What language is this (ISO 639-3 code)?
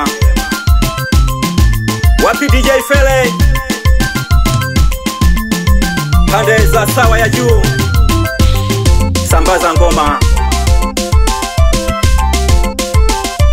swa